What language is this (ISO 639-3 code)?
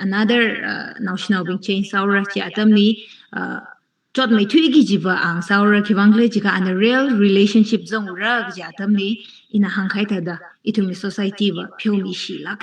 nmf